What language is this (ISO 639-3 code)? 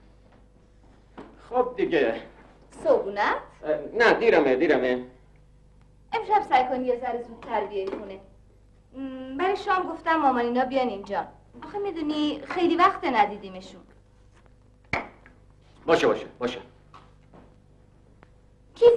fas